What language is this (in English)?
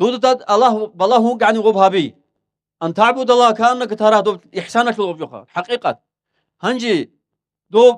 Avaric